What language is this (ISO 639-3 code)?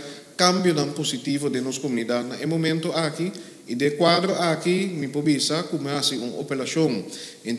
pap